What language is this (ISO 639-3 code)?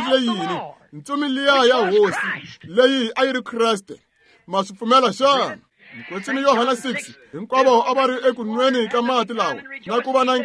tso